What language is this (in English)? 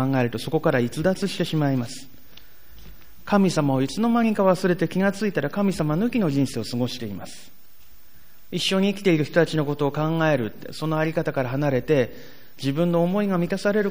Japanese